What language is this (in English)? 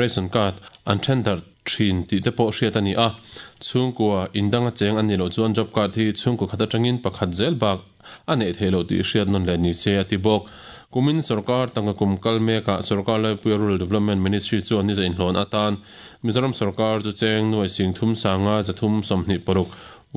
Mizo